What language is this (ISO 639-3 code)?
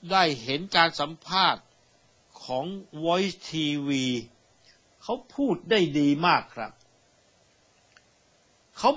tha